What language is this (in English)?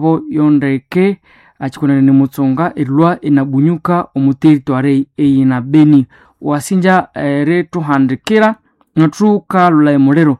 Nande